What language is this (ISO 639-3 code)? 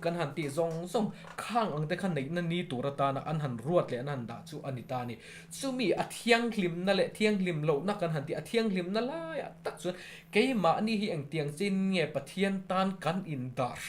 lus